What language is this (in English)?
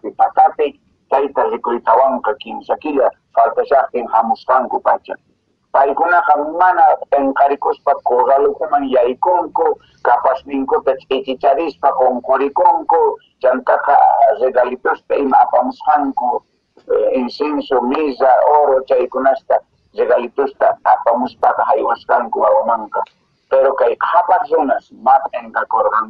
Quechua